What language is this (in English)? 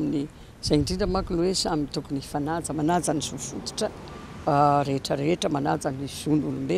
Malagasy